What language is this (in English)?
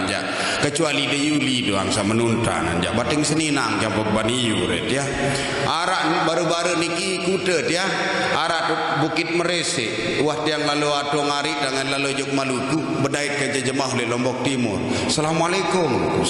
Sasak